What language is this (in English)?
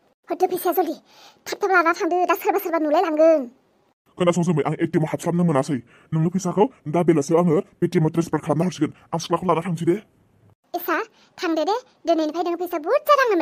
Bodo